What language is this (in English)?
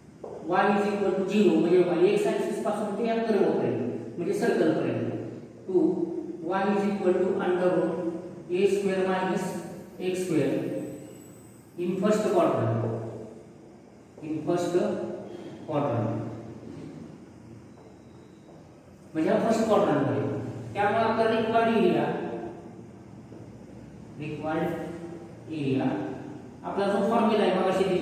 Marathi